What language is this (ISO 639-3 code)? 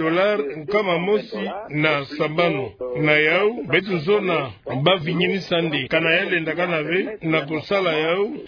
ktu